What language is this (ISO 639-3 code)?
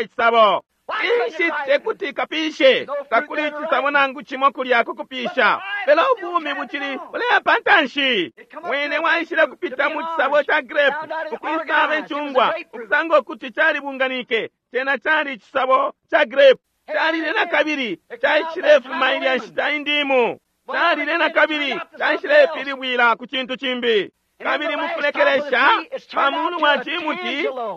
bem